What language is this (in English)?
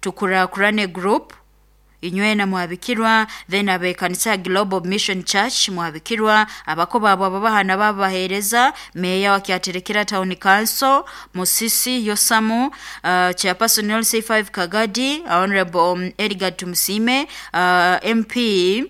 Nyoro